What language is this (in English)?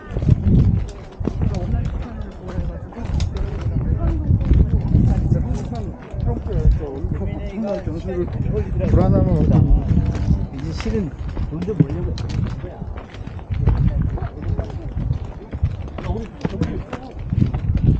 Korean